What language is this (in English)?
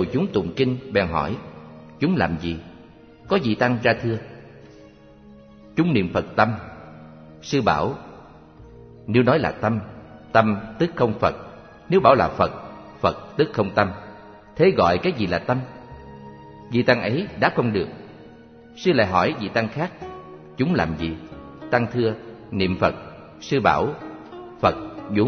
Vietnamese